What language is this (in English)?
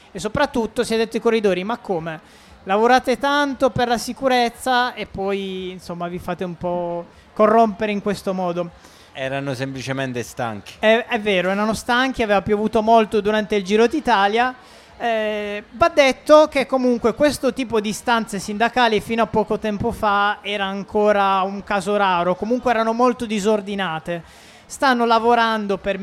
Italian